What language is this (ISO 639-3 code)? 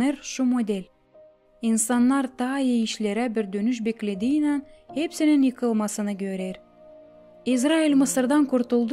gag